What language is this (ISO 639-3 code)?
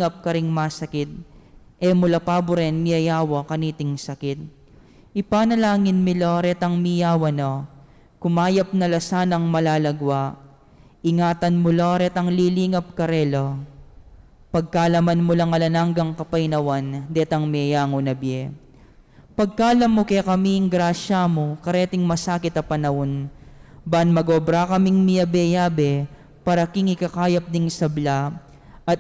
pam